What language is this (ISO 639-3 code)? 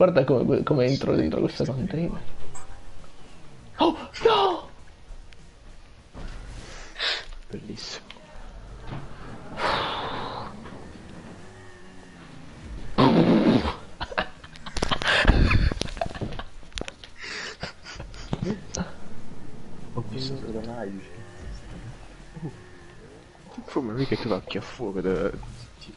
ita